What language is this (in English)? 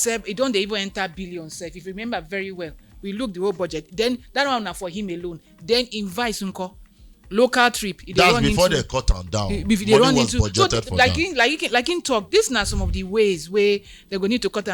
Nigerian Pidgin